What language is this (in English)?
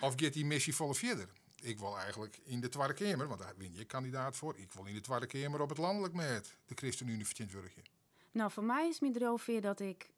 Western Frisian